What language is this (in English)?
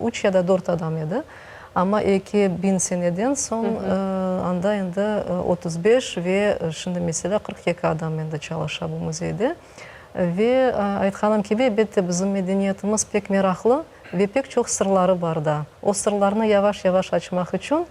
Crimean Tatar